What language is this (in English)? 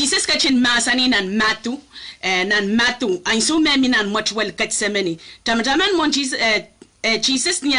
Pohnpeian